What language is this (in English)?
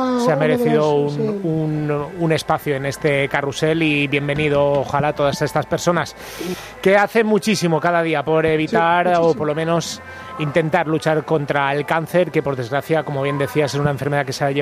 Spanish